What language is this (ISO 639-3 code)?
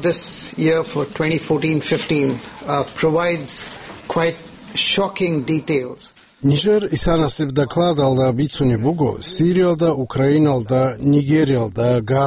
ava